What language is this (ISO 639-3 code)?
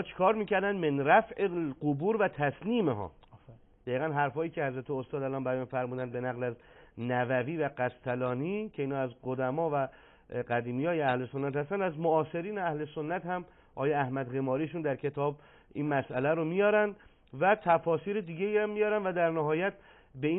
fas